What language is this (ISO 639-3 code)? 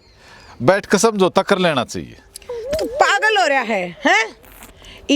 bgc